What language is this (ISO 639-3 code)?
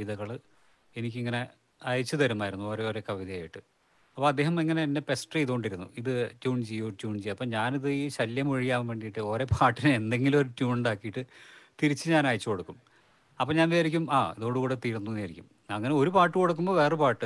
mal